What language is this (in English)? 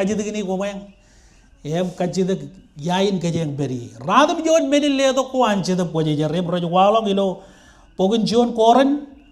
Marshallese